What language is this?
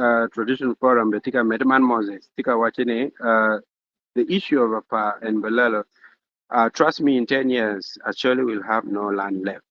Acoli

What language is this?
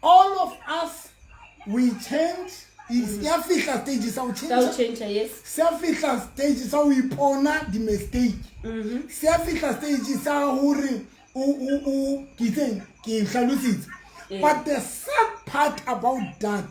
Southern Sotho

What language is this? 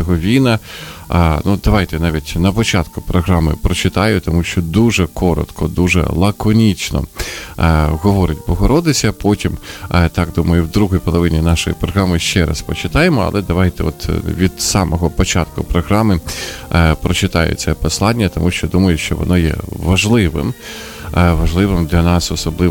Ukrainian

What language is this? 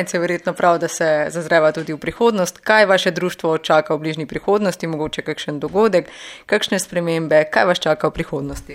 Slovenian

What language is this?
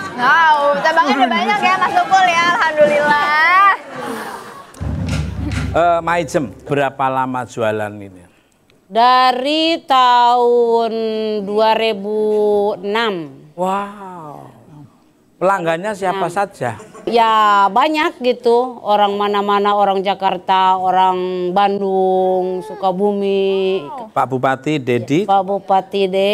Indonesian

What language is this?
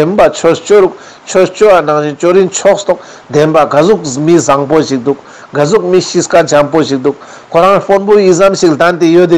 Ladakhi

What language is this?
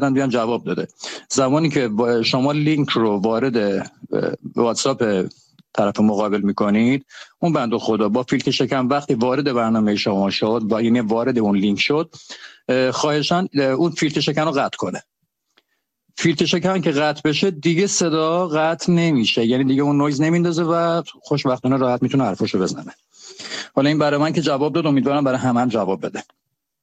Persian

